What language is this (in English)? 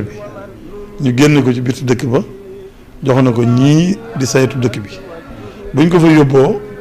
Wolof